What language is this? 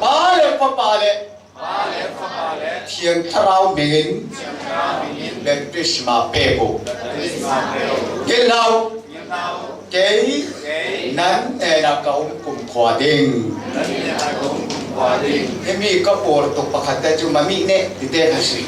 Falam Chin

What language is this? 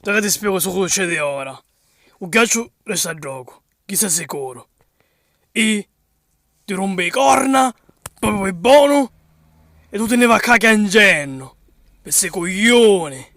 Sicilian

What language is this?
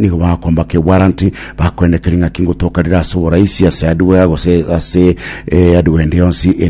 Gusii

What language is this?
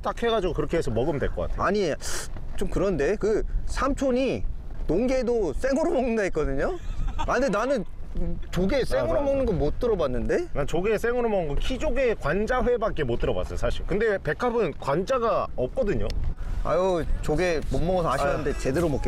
Korean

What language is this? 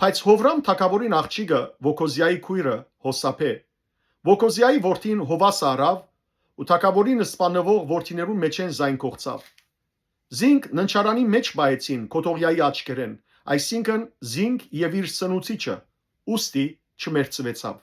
Western Armenian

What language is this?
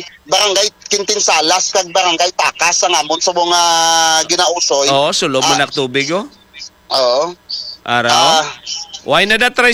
Hiligaynon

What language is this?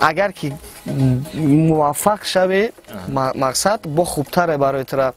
Tajik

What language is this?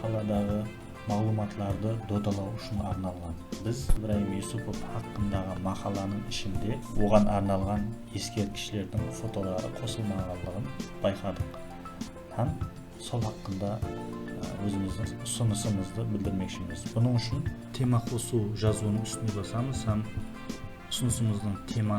Kara-Kalpak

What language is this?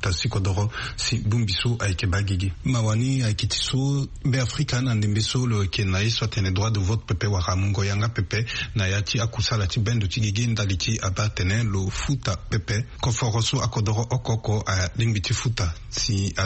Sango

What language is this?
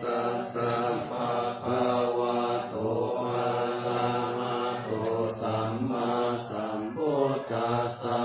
Pali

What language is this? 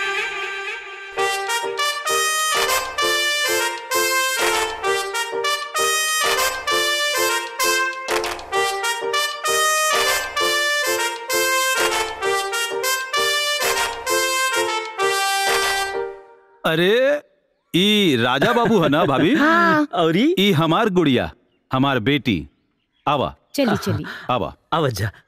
Bhojpuri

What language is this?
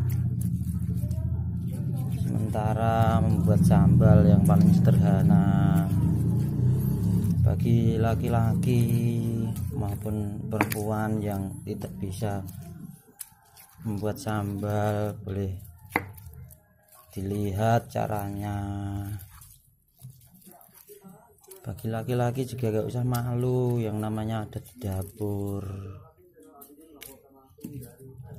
Indonesian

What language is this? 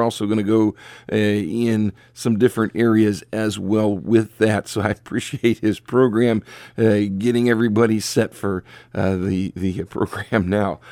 English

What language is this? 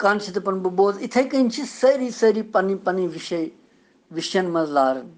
Kashmiri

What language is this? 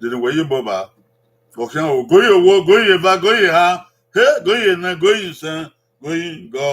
Bini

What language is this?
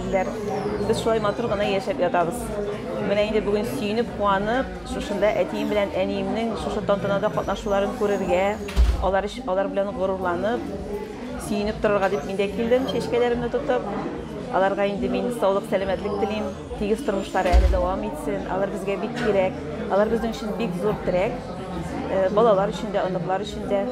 Tatar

